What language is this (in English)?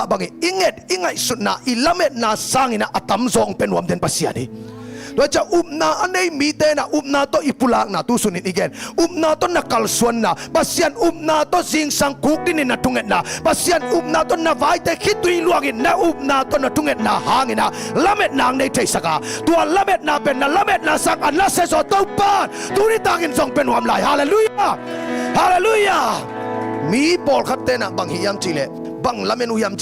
Tedim Chin